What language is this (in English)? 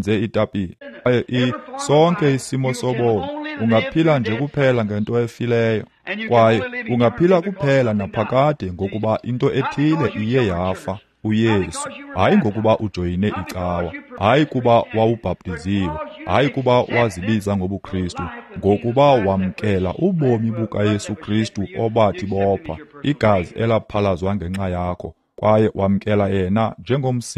Xhosa